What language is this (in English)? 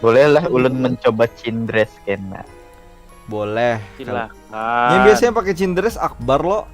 Banjar